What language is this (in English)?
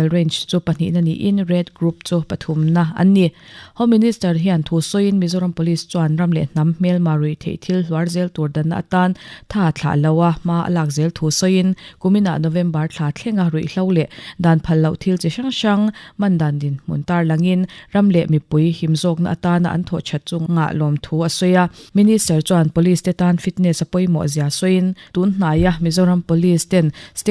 Mizo